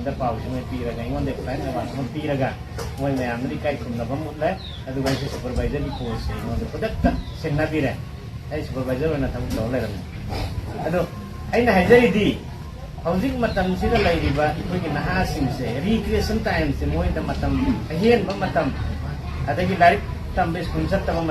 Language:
Manipuri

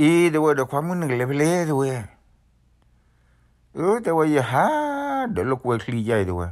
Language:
S'gaw Karen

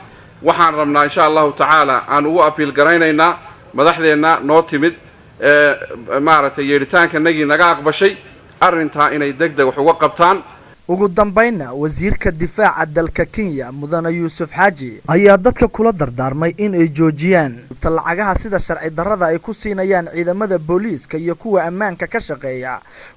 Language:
Somali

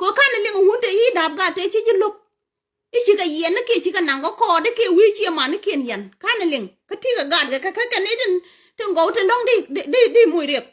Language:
Nuer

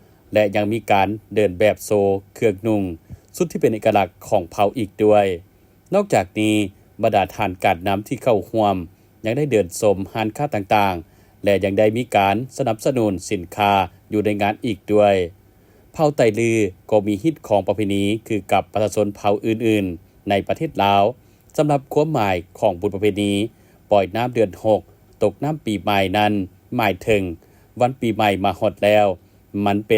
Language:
Lao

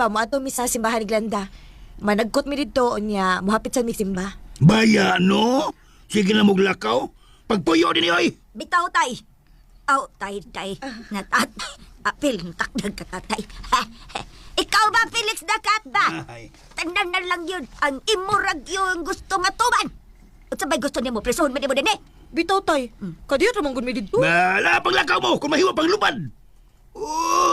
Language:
Cebuano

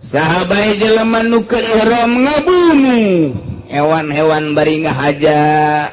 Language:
Sundanese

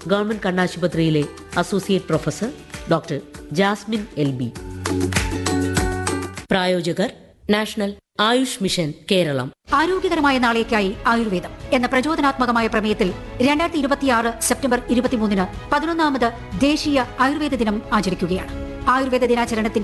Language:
Malayalam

